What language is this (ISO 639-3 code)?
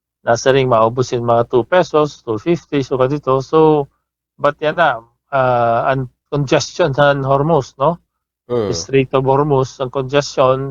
war